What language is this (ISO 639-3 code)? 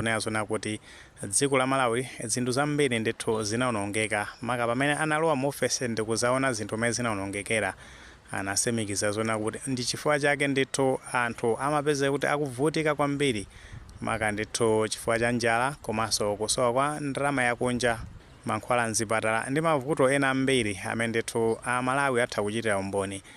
nya